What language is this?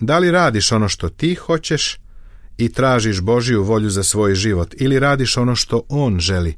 Serbian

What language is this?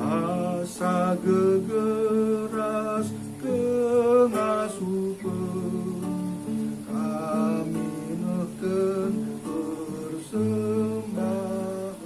Batak Karo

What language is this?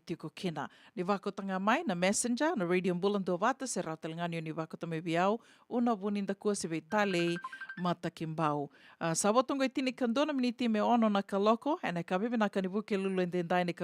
Fijian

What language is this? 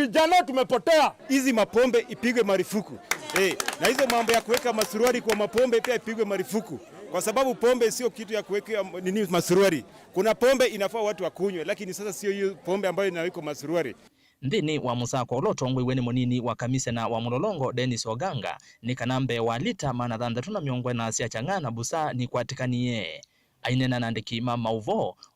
Kamba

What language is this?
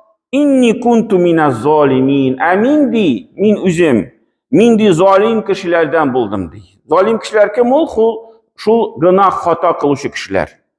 Tatar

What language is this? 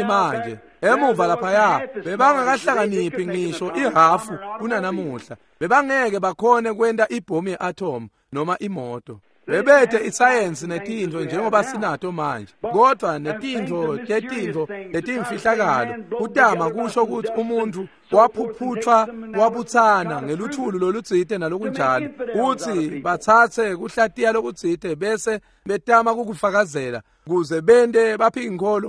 Swati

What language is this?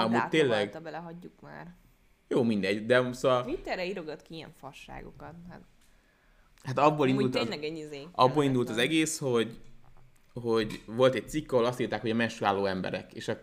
Hungarian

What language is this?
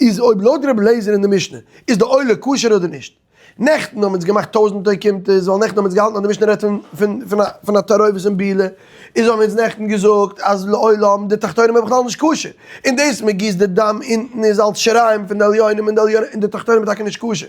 Yiddish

